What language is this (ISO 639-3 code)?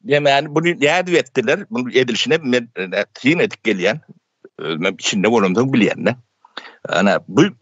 tuk